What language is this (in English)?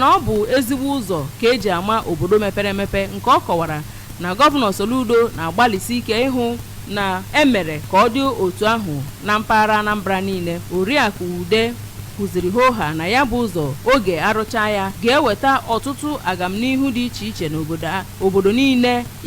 Igbo